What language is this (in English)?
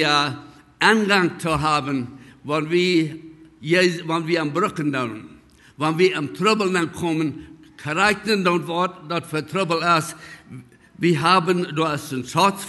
Plautdietsch